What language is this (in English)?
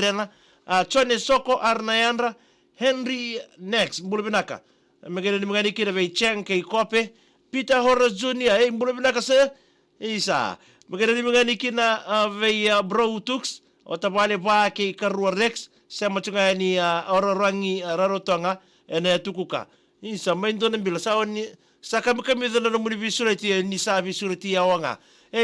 Fijian